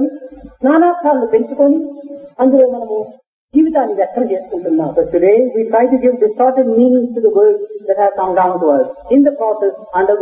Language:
Telugu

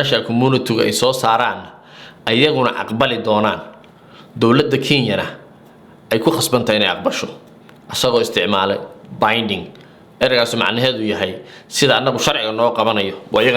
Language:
Somali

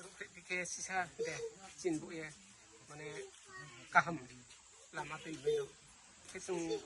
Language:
Riang (India)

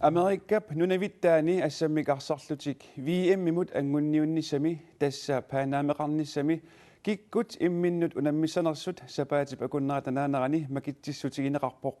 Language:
Kalaallisut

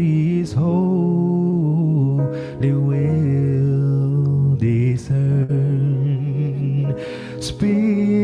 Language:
Southern Sotho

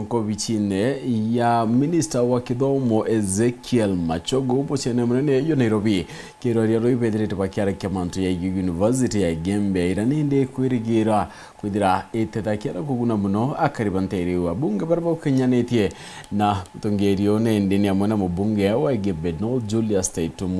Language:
Meru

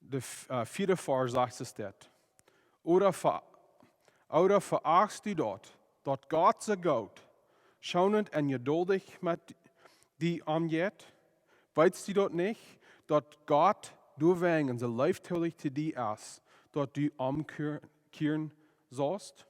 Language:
Plautdietsch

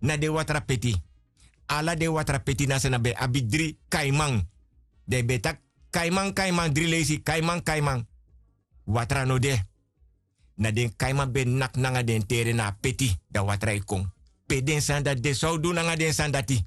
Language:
Sranan Tongo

